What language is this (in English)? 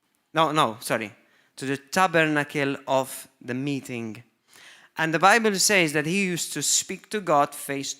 English